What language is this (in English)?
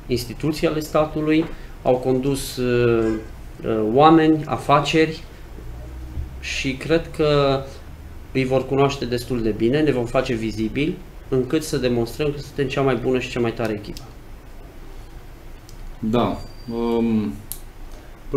Romanian